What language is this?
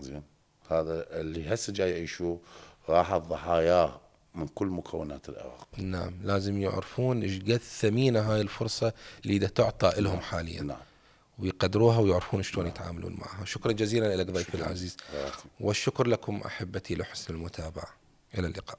Mesopotamian Arabic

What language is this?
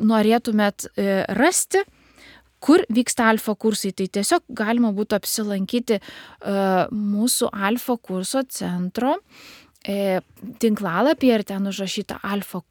Lithuanian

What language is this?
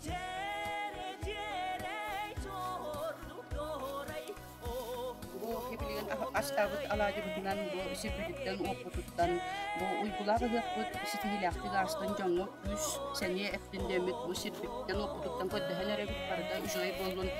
Yakut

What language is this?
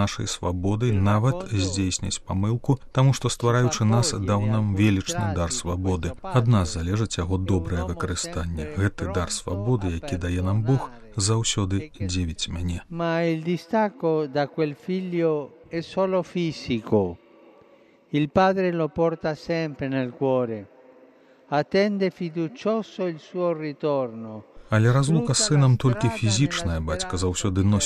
Belarusian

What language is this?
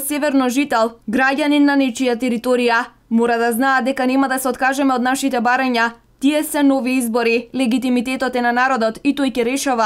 Macedonian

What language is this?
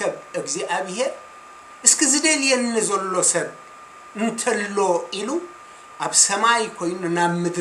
Tigrinya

